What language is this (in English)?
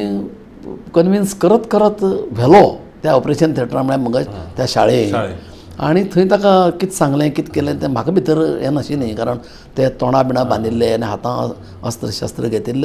Konkani